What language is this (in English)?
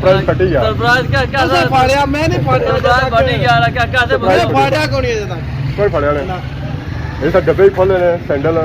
Pahari-Potwari